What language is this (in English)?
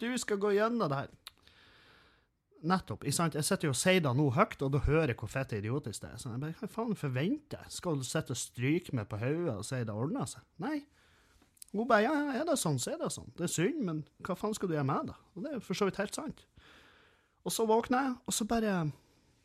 Norwegian